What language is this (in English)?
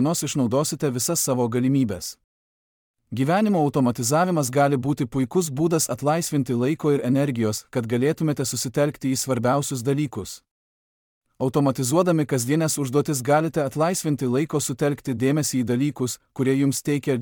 Lithuanian